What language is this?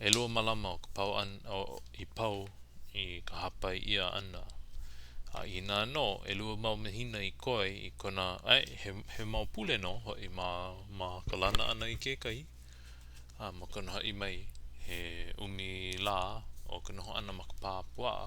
Hawaiian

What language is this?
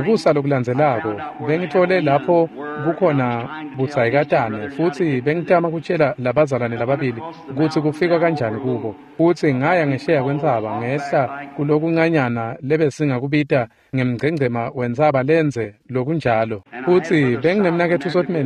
Swati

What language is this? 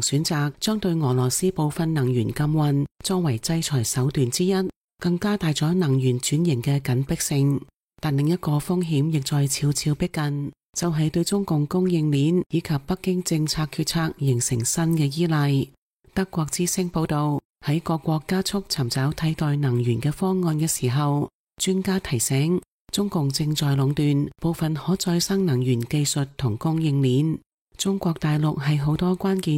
Cantonese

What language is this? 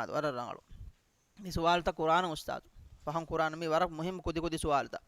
Divehi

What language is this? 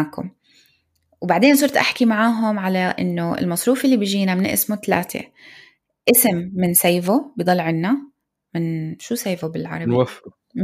North Levantine Arabic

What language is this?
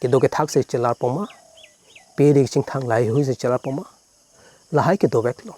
Karbi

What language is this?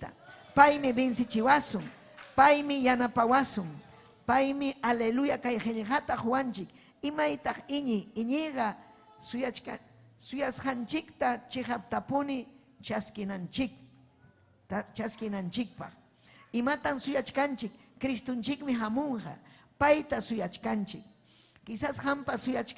Ayacucho Quechua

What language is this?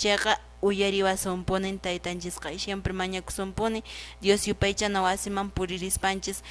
Quechua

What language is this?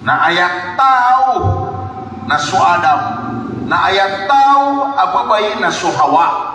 Maranao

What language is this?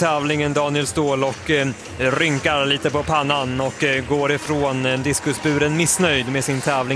Swedish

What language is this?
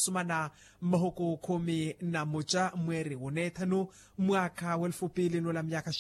Makhuwa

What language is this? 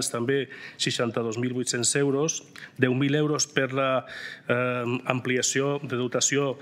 Catalan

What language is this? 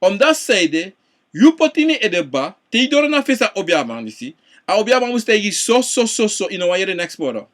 Sranan Tongo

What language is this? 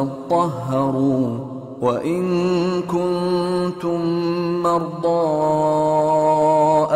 Arabic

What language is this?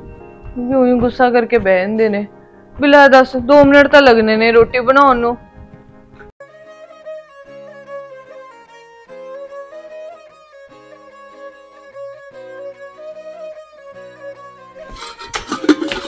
Punjabi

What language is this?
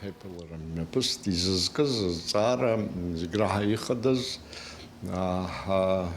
Abkhazian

